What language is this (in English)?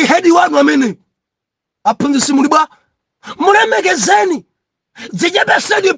Nyanja